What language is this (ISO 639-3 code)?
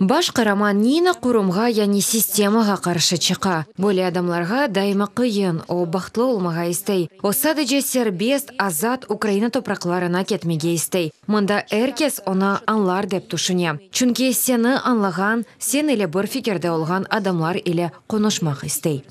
crh